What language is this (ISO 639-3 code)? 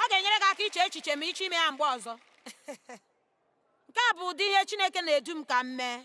ibo